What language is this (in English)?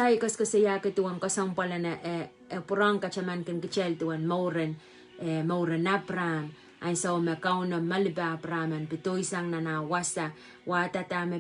Pohnpeian